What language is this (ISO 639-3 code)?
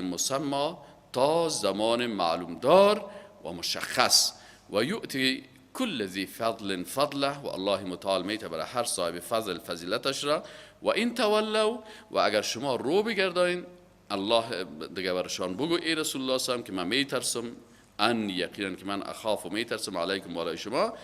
fas